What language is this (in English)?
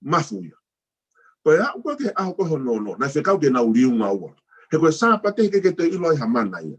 Tongan